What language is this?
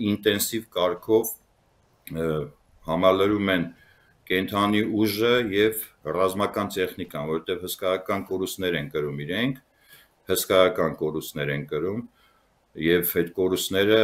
Armenian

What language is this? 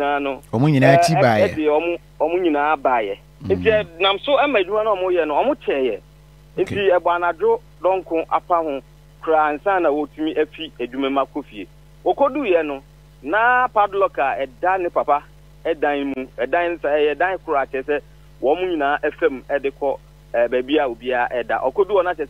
Akan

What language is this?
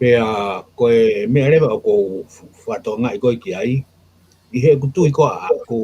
Tongan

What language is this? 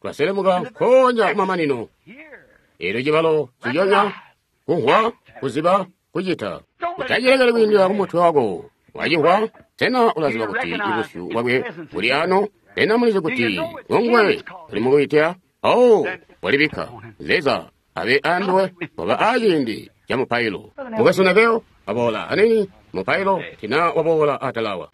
Tonga (Zambia)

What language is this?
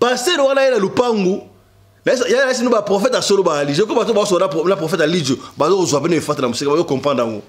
Lingala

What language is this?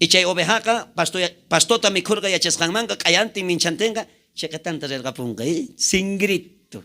South Bolivian Quechua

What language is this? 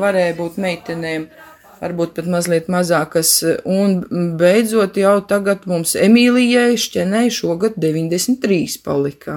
Latvian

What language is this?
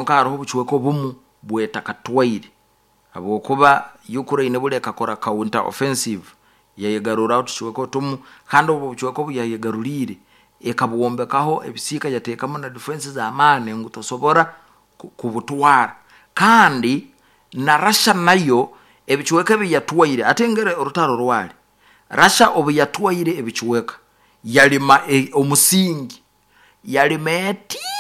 Nyoro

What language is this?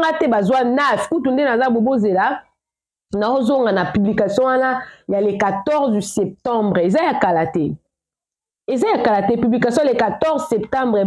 Lingala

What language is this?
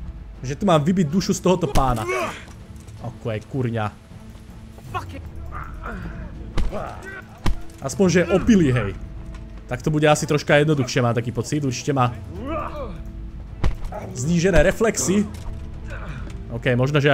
Slovak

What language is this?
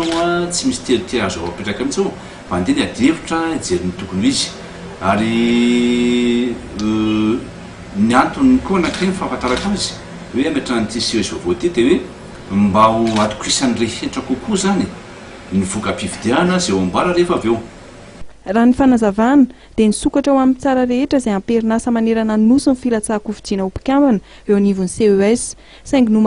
Malagasy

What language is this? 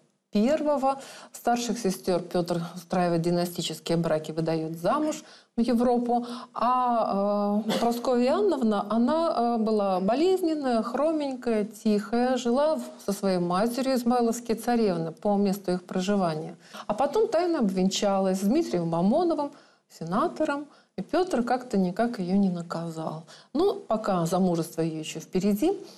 Russian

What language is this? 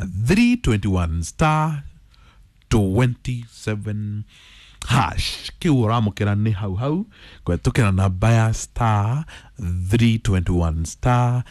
Kikuyu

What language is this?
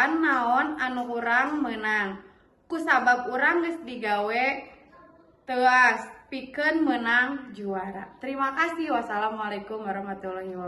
Sundanese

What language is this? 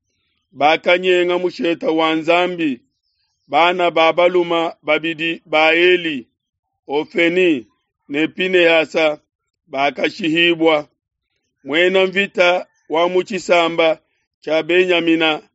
Luba-Lulua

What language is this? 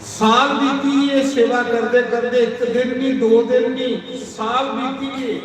Dogri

